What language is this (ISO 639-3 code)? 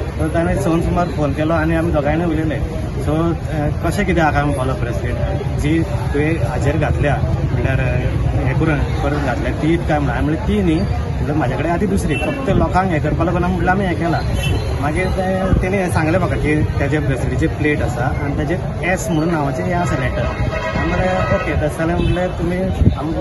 kok